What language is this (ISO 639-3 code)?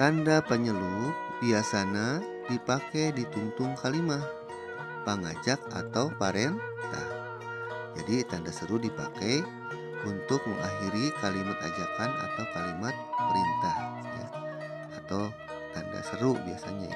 sun